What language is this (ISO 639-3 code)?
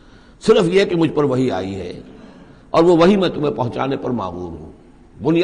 urd